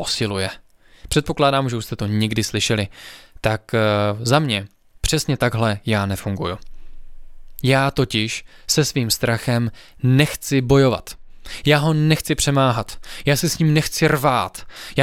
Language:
Czech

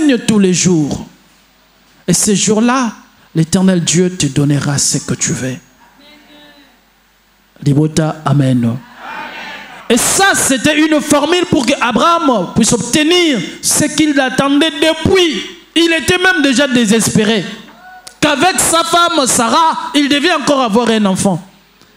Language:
French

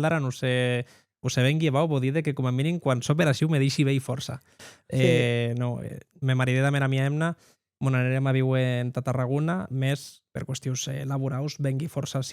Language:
Occitan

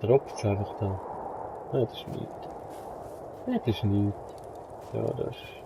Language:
Swiss German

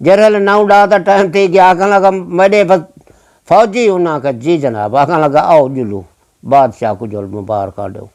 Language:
Saraiki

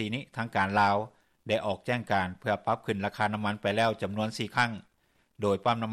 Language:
Lao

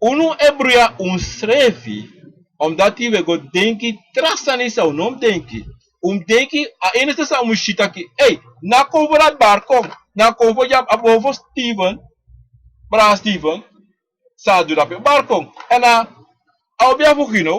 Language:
Sranan Tongo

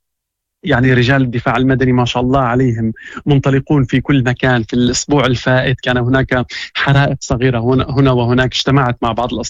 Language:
Moroccan Arabic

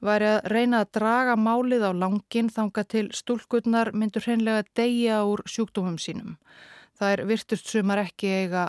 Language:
Icelandic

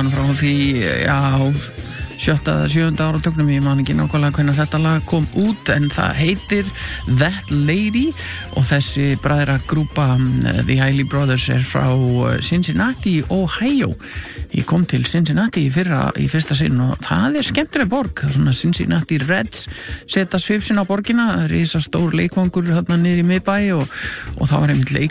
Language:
Icelandic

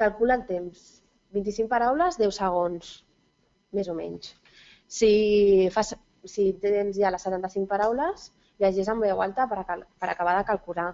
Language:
Catalan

